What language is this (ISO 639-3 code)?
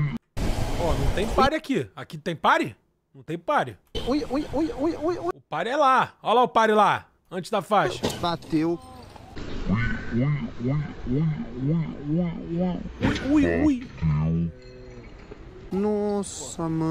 por